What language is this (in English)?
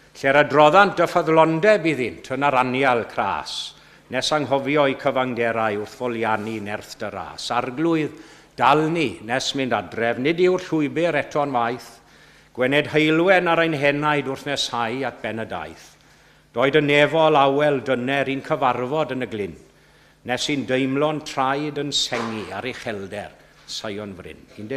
Welsh